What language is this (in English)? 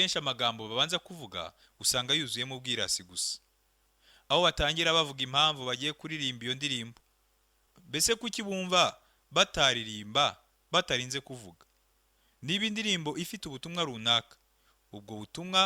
Kinyarwanda